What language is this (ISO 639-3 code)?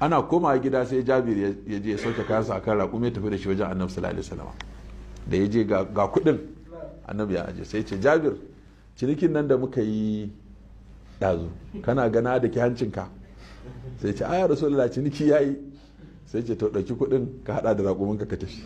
hau